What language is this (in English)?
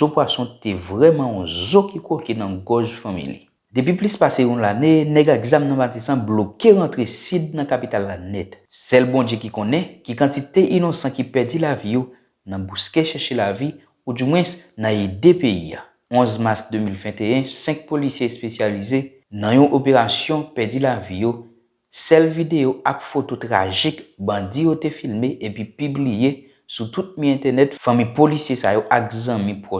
Haitian Creole